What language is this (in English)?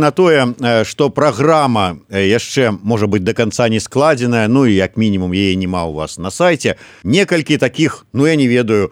Belarusian